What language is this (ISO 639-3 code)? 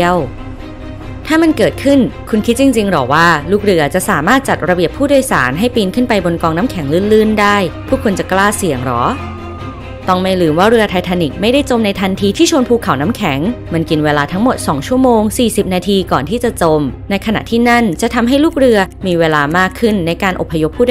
tha